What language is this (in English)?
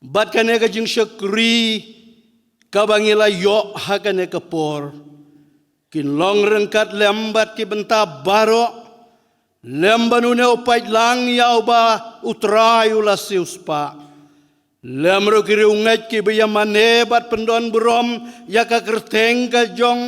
Khasi